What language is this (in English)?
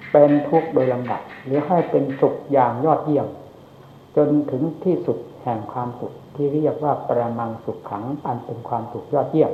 Thai